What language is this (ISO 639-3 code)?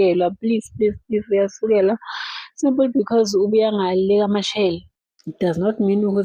zul